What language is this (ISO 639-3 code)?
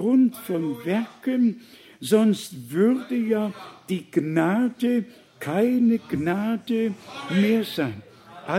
deu